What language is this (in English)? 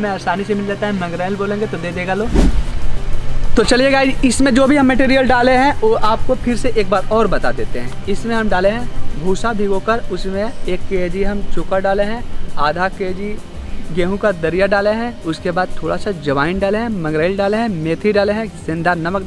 Hindi